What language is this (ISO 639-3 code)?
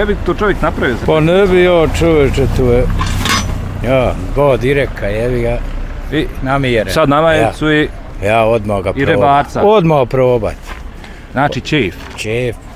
bos